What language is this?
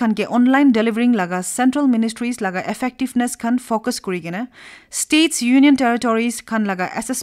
Naga Pidgin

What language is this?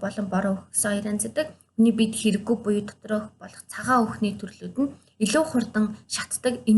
Mongolian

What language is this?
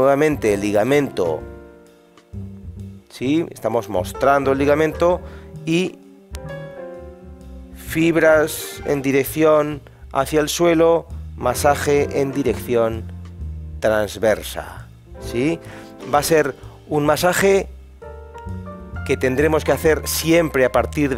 Spanish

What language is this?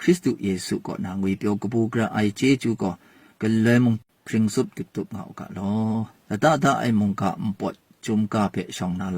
Kachin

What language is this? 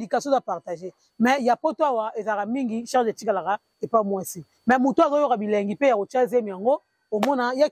Lingala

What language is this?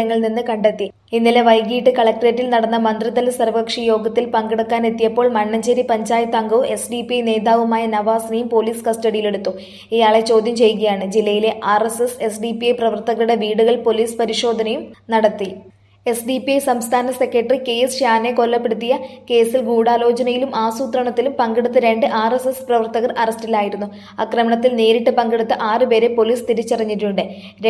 Malayalam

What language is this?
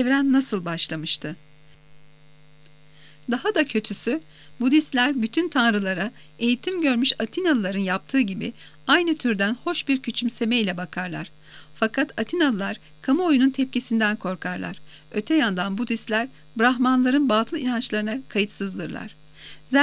Turkish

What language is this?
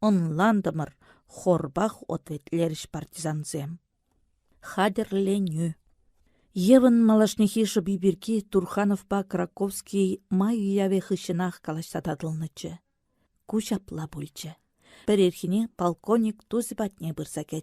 Chuvash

